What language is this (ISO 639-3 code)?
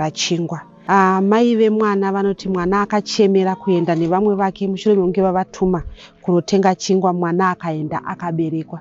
sna